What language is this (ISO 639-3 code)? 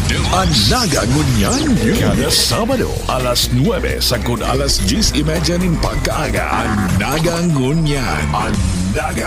bik